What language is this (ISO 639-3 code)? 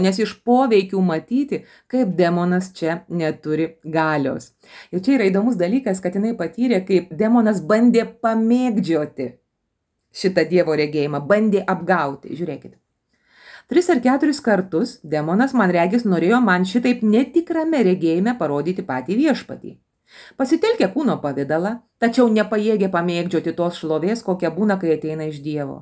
lit